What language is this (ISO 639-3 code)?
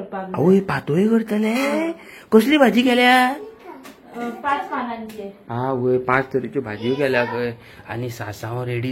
kok